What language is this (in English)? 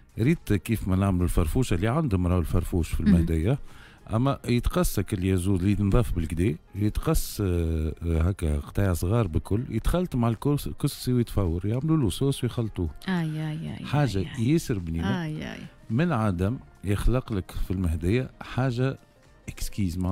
Tunisian Arabic